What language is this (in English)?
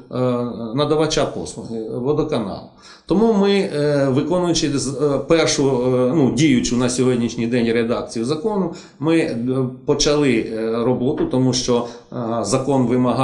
Ukrainian